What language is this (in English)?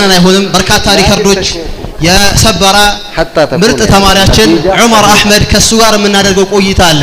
Amharic